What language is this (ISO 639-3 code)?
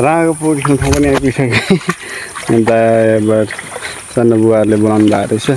nep